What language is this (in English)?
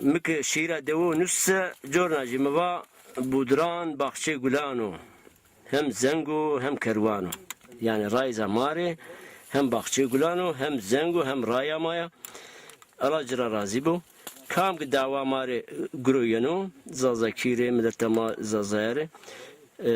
Zaza